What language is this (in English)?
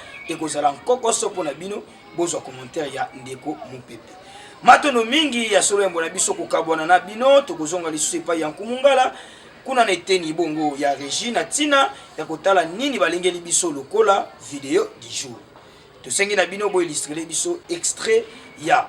Lingala